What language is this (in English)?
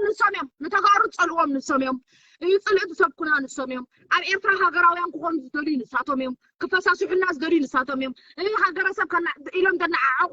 Tigrinya